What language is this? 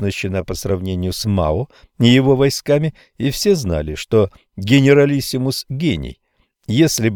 Russian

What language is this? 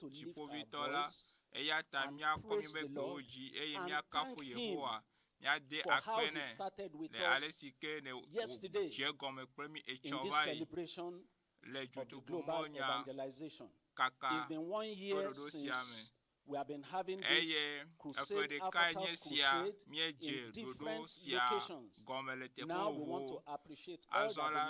Ewe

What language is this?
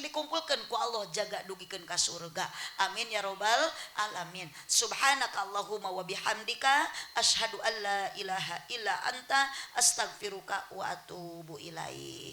Sundanese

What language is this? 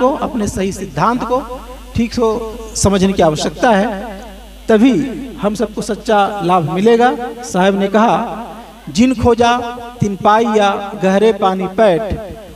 Hindi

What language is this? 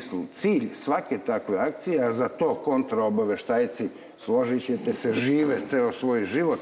Serbian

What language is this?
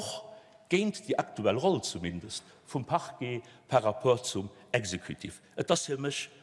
Luxembourgish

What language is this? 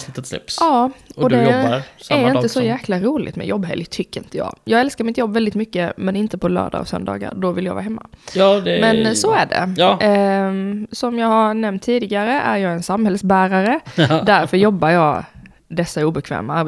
Swedish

